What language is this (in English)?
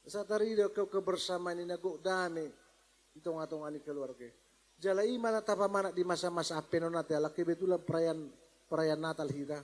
Batak Toba